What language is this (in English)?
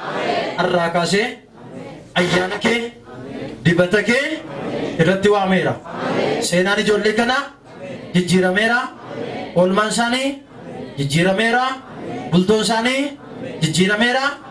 Oromo